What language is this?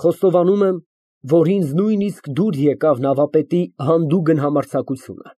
Armenian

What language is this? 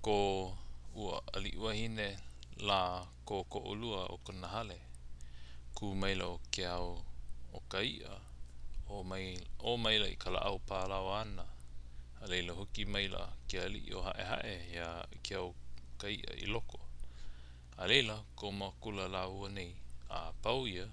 Hawaiian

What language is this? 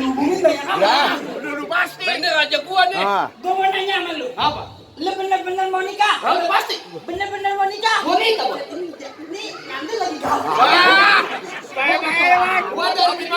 Betawi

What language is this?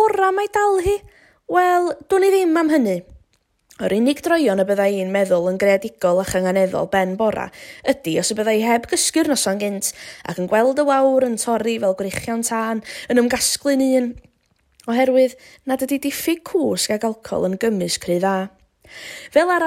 Welsh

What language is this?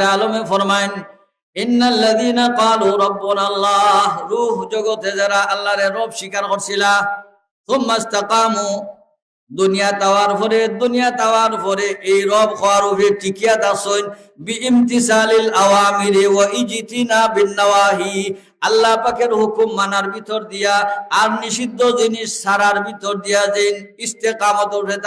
Sylheti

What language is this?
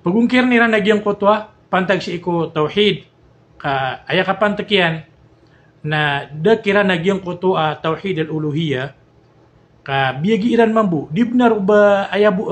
Maranao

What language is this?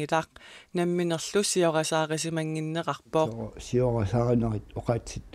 Kalaallisut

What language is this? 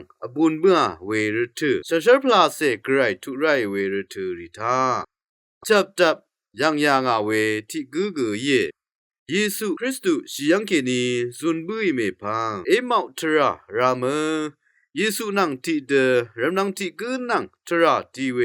Rawang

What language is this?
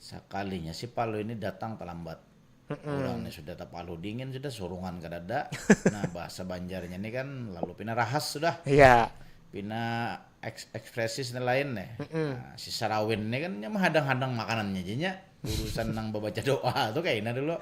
Banjar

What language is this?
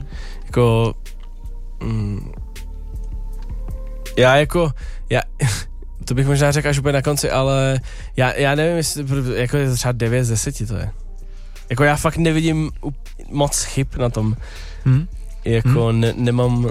Czech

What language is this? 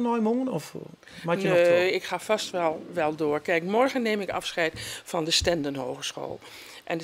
Western Frisian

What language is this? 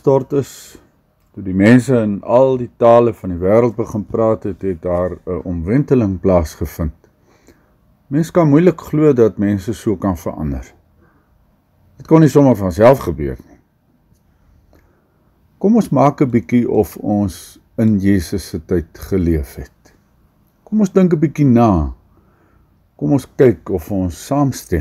Afrikaans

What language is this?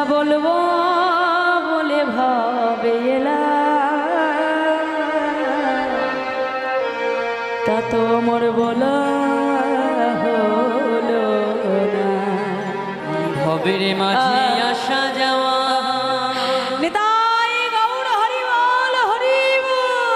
Bangla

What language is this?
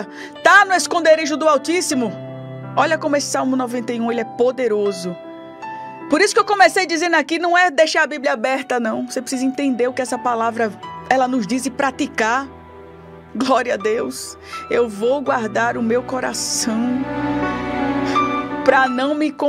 Portuguese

